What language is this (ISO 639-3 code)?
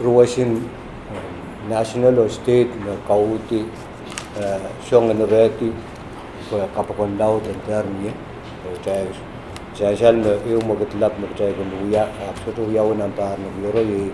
pon